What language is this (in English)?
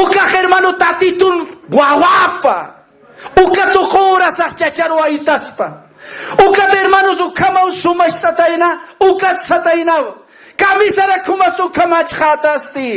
Aymara